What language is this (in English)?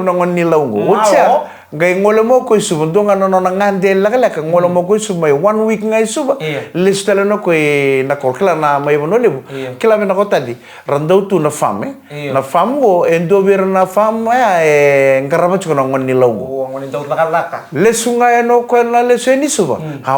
Fijian